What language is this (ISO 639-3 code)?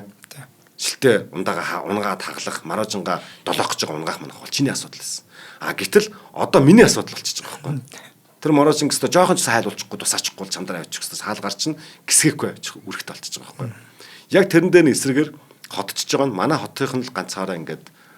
mon